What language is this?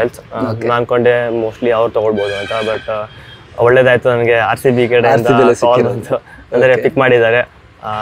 Kannada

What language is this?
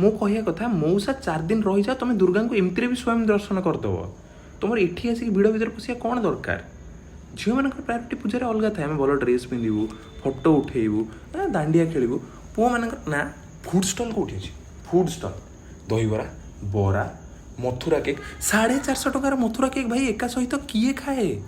Odia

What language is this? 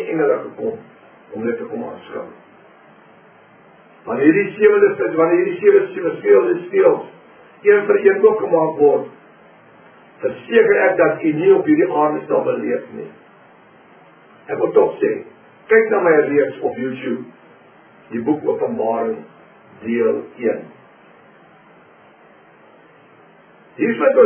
Afrikaans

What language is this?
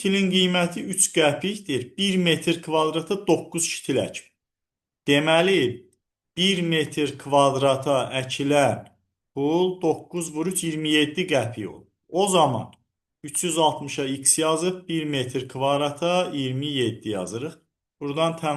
Azerbaijani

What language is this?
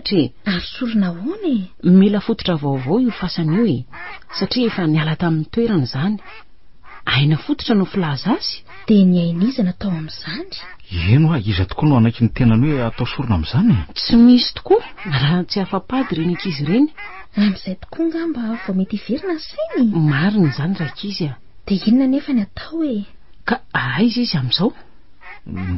Malagasy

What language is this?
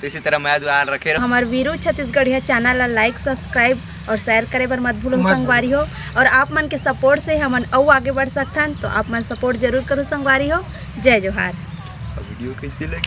Chhattisgarhi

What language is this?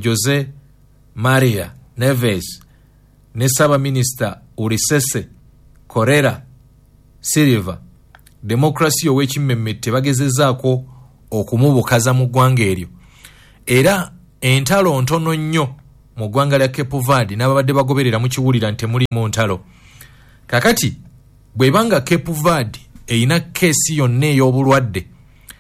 Ganda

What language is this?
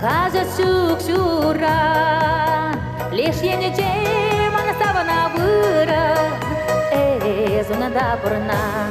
Chuvash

